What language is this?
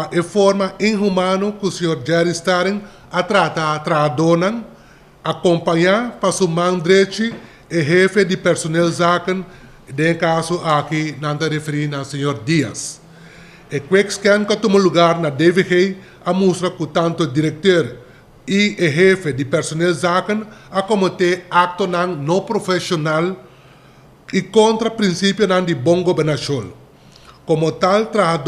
Papiamento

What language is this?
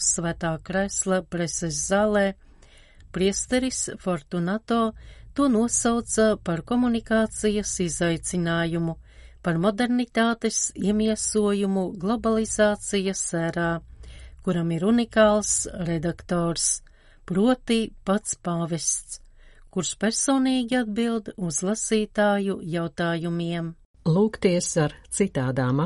Latvian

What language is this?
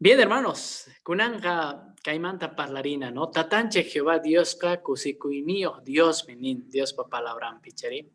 Quechua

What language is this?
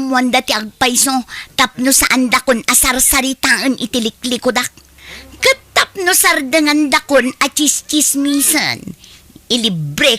Iloko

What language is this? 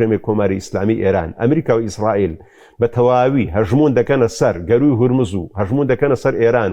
Central Kurdish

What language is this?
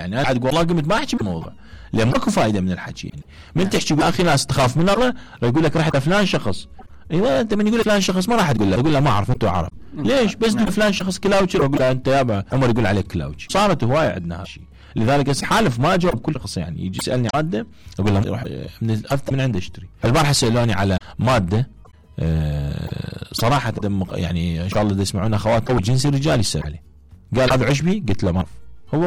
Mesopotamian Arabic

